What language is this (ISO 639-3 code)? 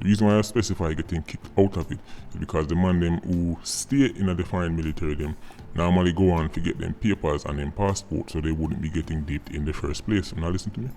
jam